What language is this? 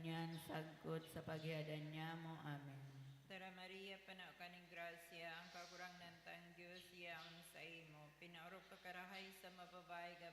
Bikol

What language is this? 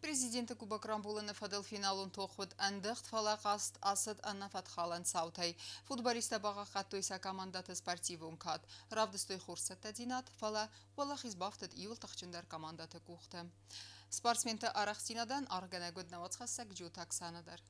Ossetic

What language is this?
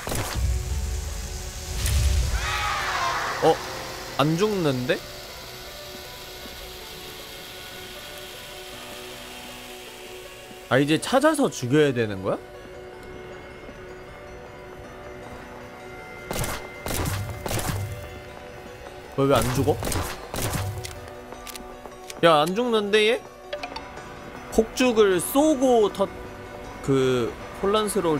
Korean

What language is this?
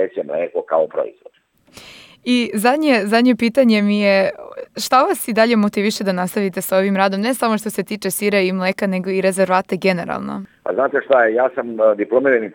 Serbian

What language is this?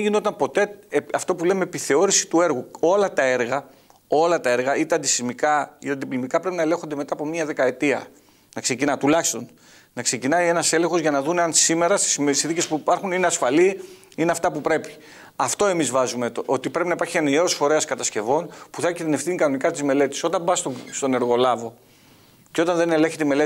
Greek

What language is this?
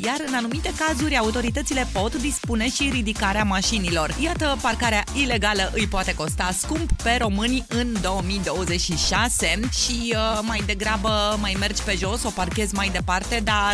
Romanian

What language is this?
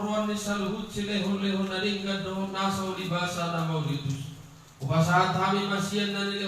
Batak Toba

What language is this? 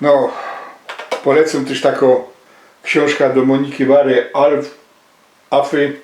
Silesian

